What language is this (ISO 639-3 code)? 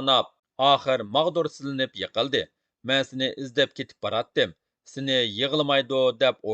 uig